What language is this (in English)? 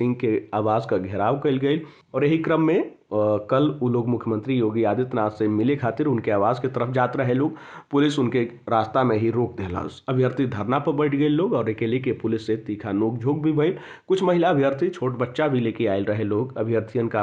Bhojpuri